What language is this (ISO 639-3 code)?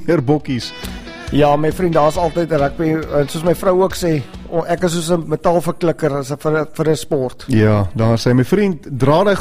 afr